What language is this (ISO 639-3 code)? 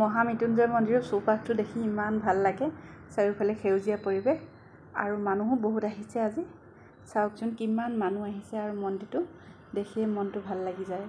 asm